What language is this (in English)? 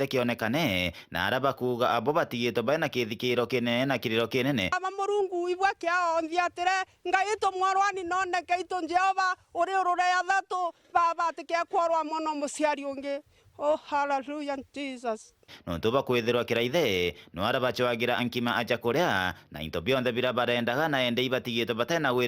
Meru